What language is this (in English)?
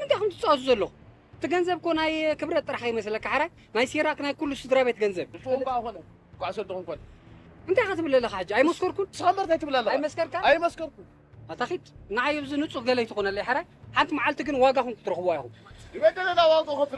Tigrinya